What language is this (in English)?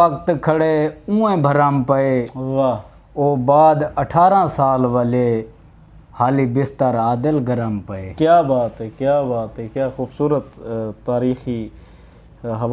Saraiki